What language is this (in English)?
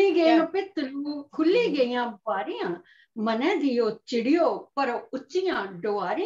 Dogri